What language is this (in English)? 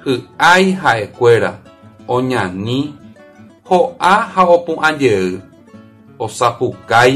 Guarani